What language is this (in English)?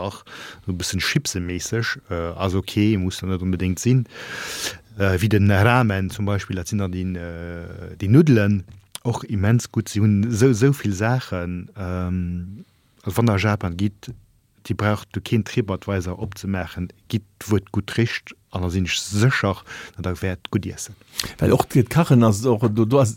Luxembourgish